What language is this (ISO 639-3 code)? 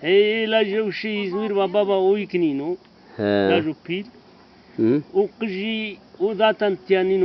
zza